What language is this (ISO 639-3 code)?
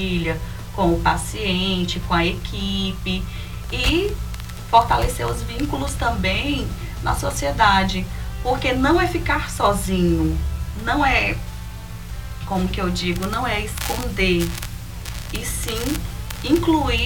por